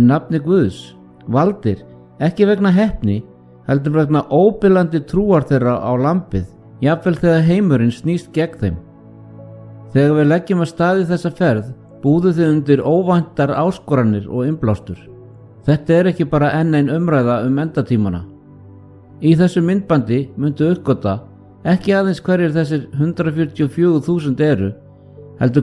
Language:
Icelandic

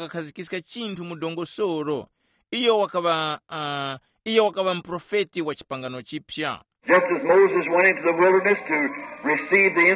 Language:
Tumbuka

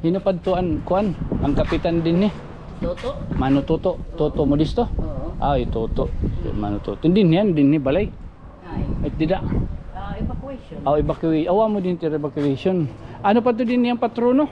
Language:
Waray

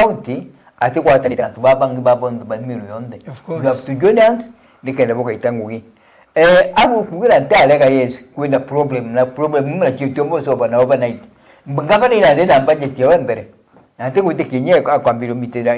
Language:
Meru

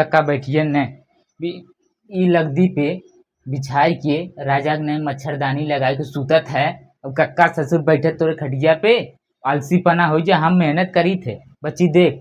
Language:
Bhojpuri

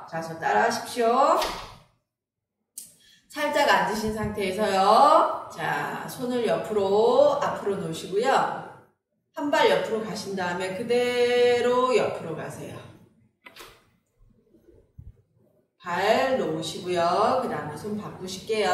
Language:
Korean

